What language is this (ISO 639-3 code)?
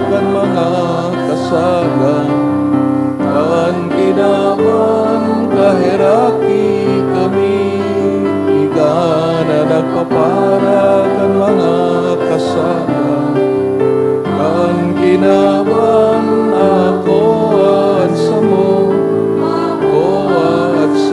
bik